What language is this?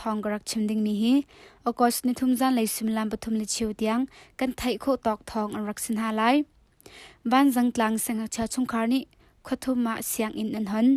Hakha Chin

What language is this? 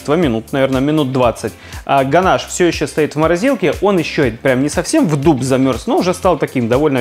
Russian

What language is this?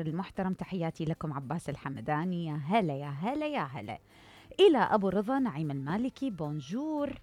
Mesopotamian Arabic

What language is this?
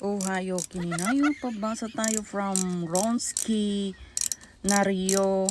Iloko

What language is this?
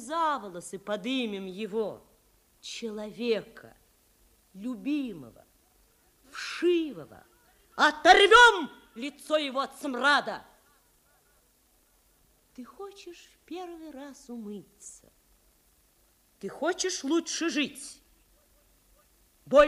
Russian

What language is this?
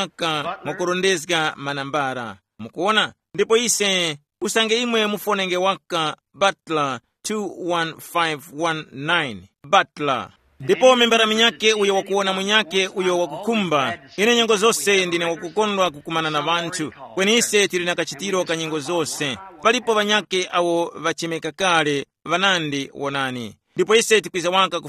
Tumbuka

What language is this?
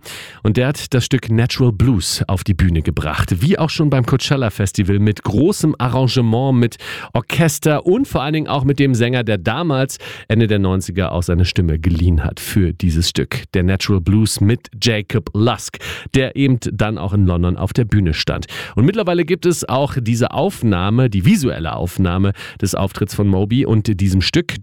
German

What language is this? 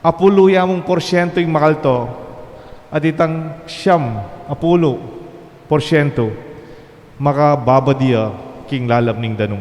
Pampanga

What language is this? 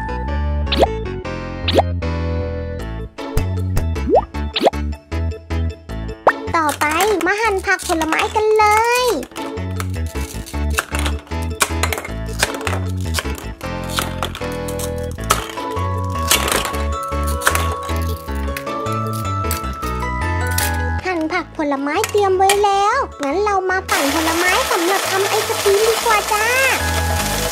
Thai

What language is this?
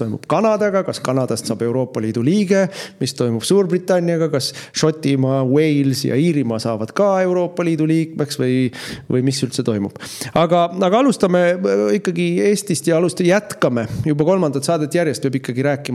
Estonian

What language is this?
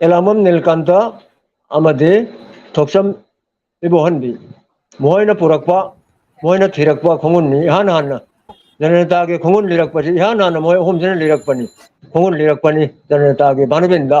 Manipuri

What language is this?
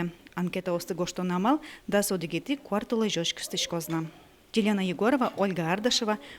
Udmurt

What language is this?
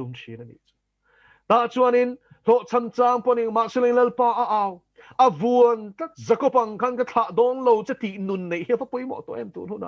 Mizo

